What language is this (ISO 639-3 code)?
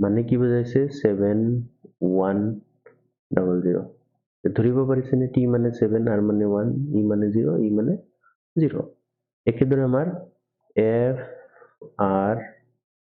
asm